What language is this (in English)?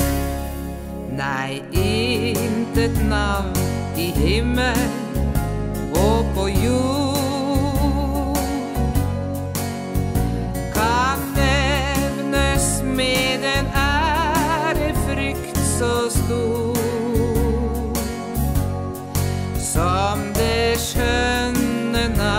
Norwegian